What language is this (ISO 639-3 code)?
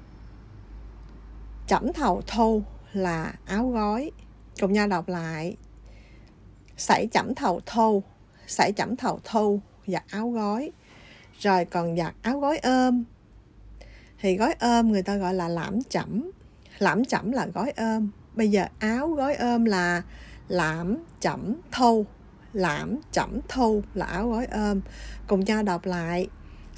vie